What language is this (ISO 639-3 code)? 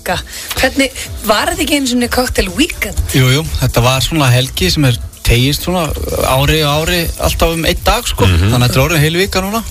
isl